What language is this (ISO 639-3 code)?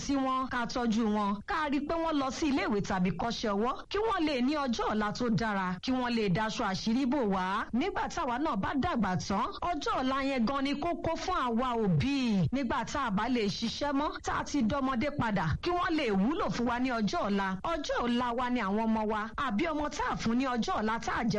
yor